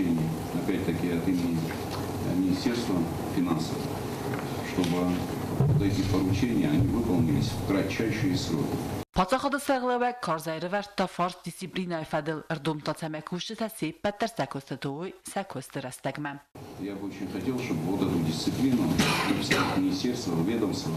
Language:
Ossetic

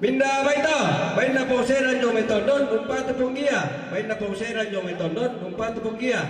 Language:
Toraja-Sa'dan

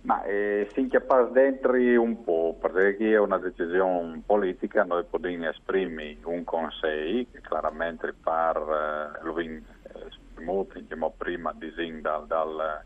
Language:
Friulian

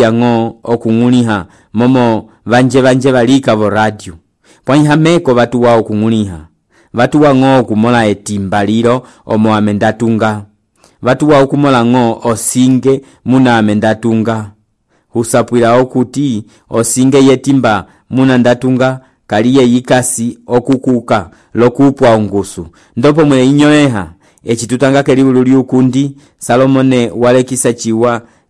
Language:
Umbundu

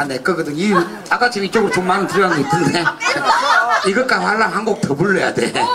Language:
Korean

